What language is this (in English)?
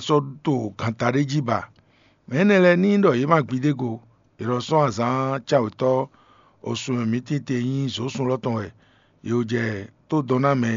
Fon